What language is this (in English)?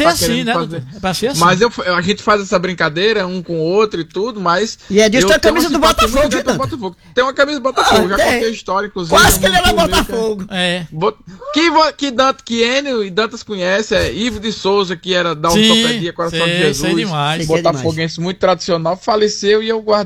Portuguese